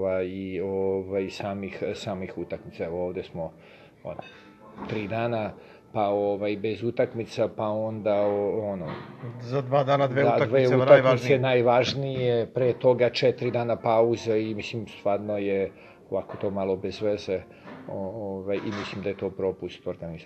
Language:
Serbian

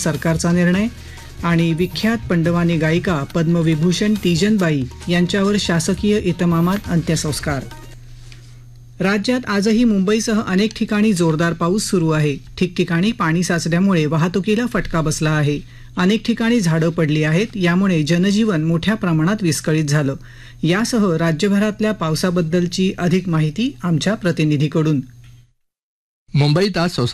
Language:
Marathi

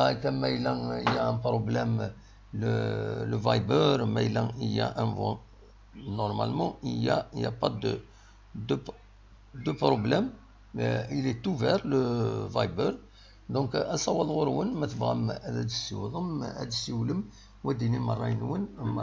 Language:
Kabyle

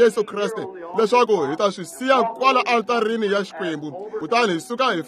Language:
Tsonga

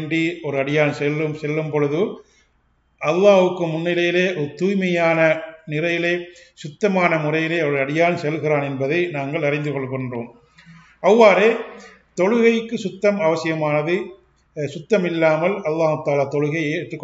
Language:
Tamil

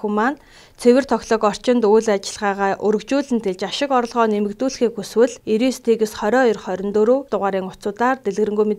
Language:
Mongolian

